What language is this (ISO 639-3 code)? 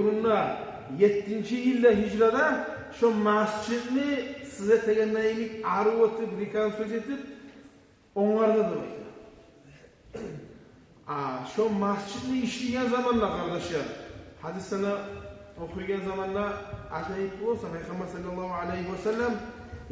kum